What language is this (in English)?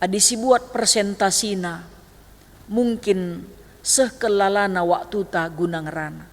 Batak Karo